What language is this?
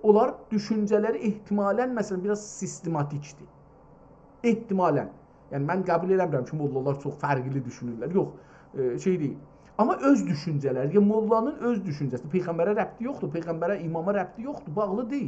South Azerbaijani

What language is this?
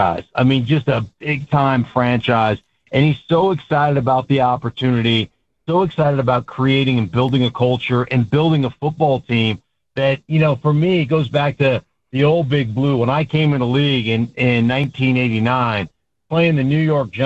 English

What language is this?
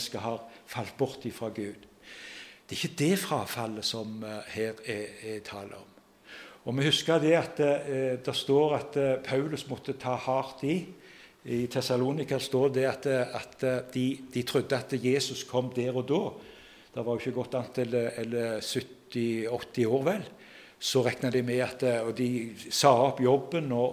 Norwegian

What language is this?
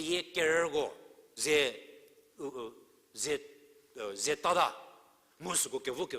Angami Naga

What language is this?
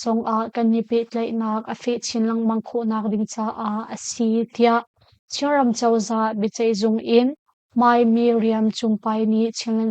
Hakha Chin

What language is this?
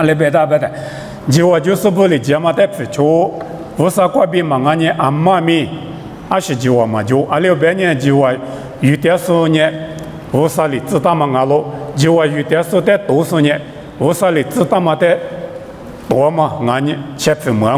Lisu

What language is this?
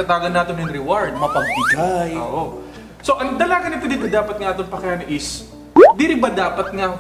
Waray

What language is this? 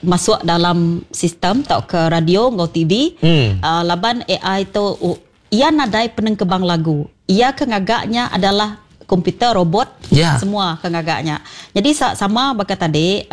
Iban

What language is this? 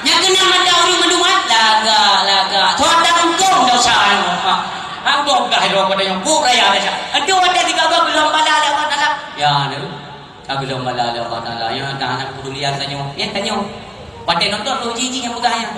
Achinese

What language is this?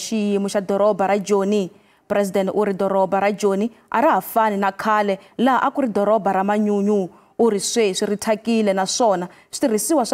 Tsonga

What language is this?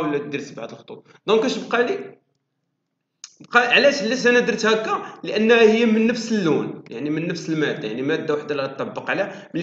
Moroccan Arabic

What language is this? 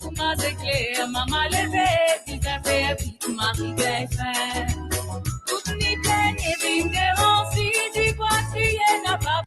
Morisyen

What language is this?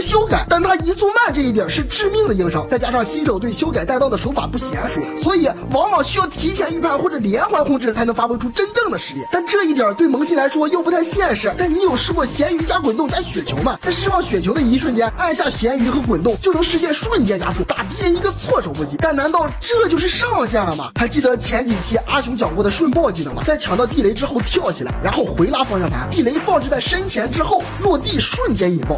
Chinese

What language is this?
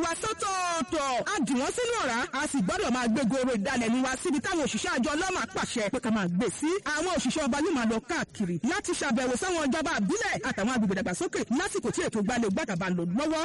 Yoruba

